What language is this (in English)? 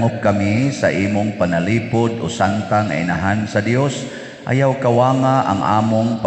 Cebuano